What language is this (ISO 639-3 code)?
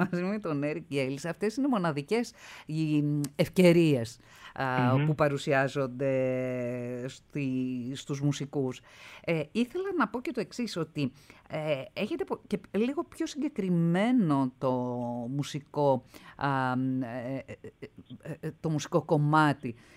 ell